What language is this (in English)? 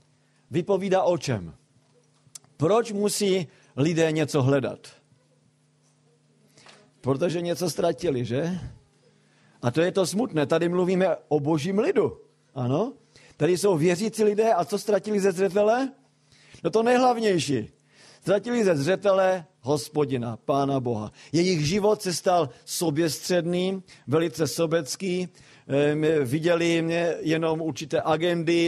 Czech